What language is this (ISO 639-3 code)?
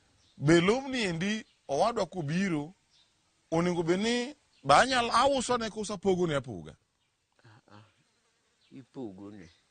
luo